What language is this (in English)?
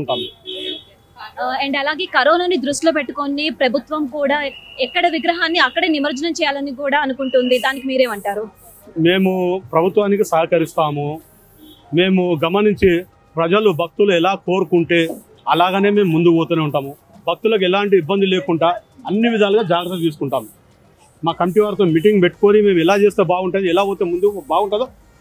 Telugu